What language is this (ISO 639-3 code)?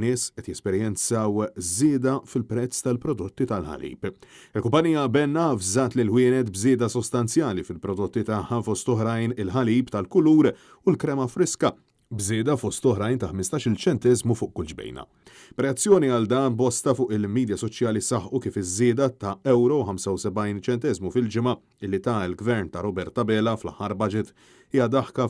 mlt